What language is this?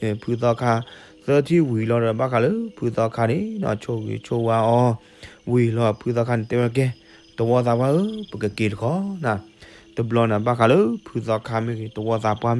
S'gaw Karen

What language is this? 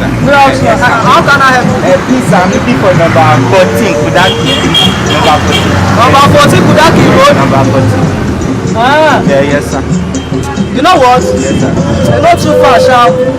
Nigerian Pidgin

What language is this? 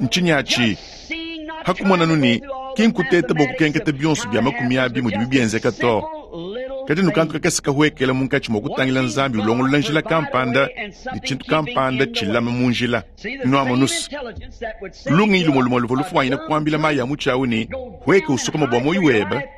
Luba-Lulua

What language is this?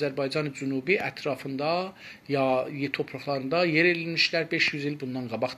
South Azerbaijani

